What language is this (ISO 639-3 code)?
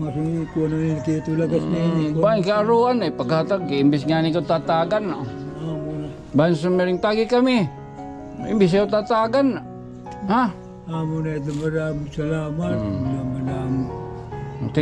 war